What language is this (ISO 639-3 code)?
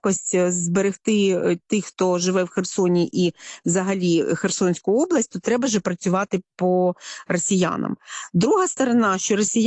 ukr